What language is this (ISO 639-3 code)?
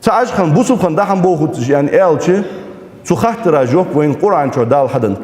inh